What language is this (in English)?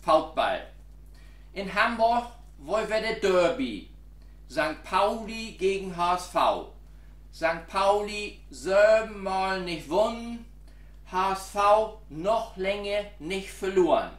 Low German